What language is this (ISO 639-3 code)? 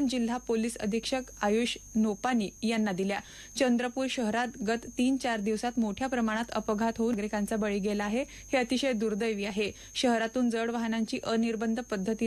mar